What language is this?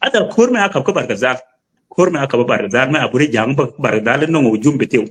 Nuer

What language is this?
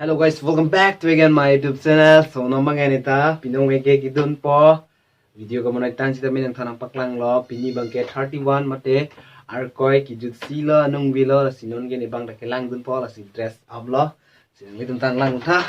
Karbi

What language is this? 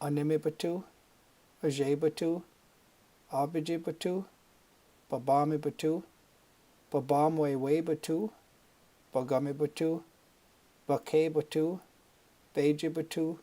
Chippewa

